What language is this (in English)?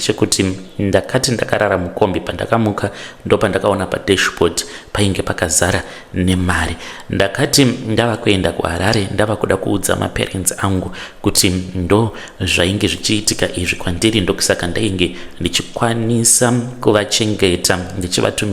Shona